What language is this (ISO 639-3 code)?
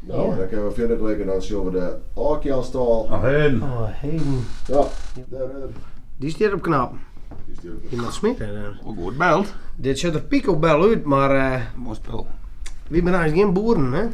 fry